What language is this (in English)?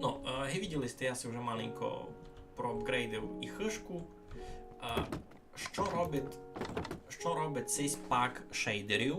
Rusyn